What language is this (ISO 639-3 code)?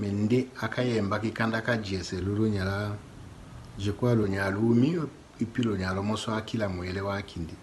tll